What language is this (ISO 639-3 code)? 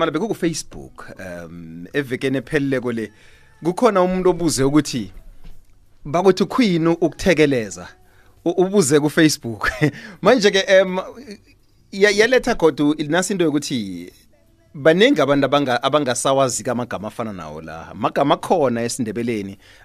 nbl